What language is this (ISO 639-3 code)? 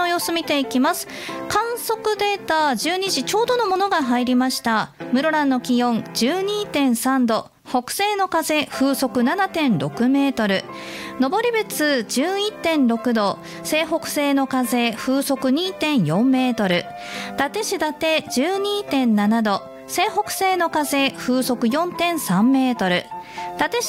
jpn